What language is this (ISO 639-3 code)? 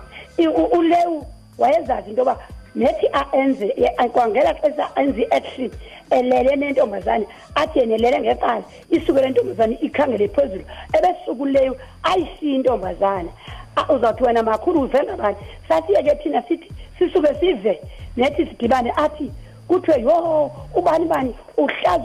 xho